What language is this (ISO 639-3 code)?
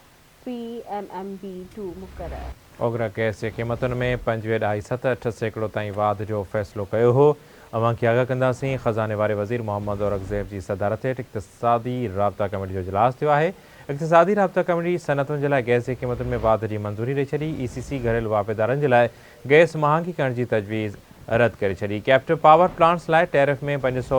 snd